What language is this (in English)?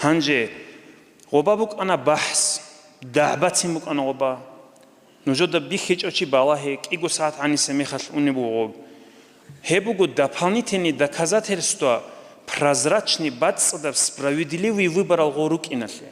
Avaric